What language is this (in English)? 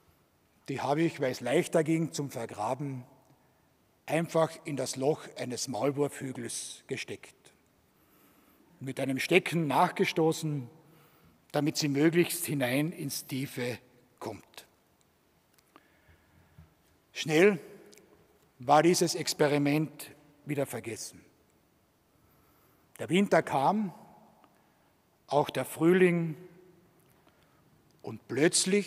German